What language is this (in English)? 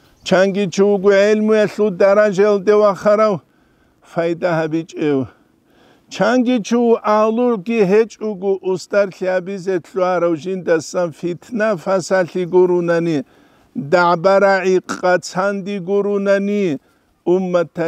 Avaric